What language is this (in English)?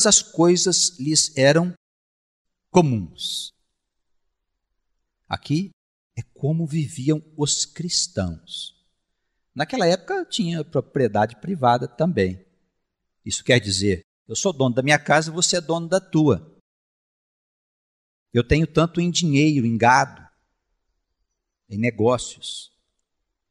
Portuguese